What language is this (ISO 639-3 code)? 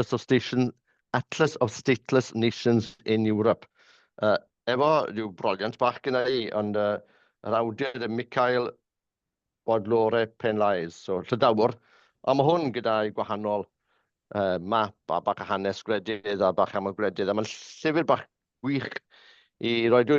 cym